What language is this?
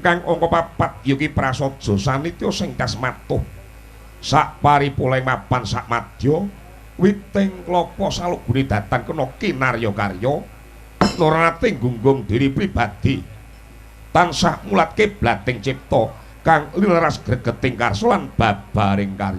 Javanese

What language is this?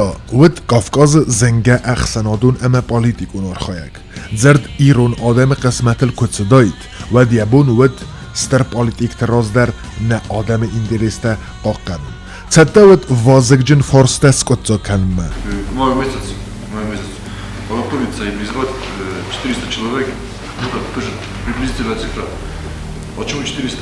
Ossetic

